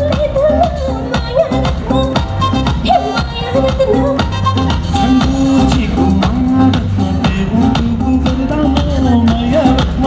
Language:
Newari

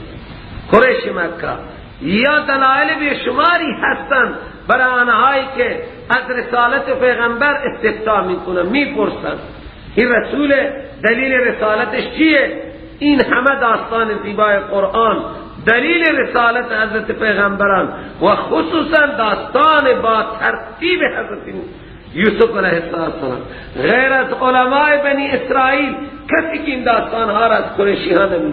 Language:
Persian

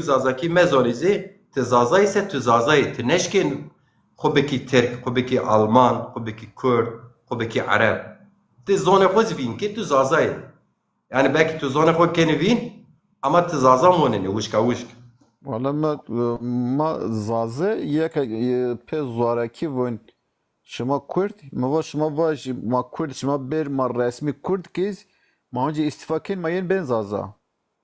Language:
Zaza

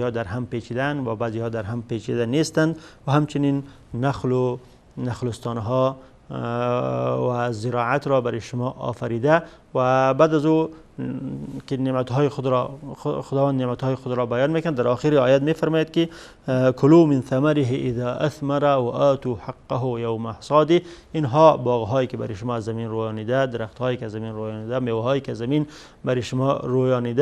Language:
Persian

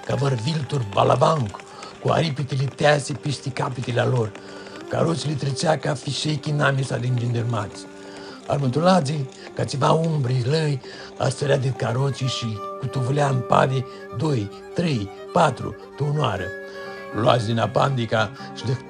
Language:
Aromanian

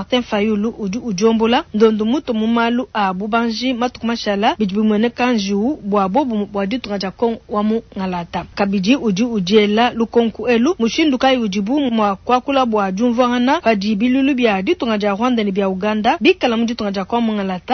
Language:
Luba-Lulua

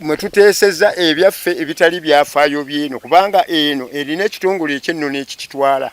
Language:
Ganda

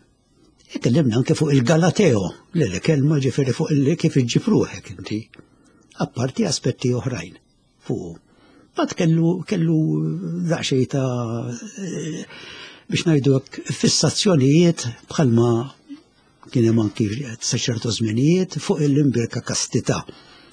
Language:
Maltese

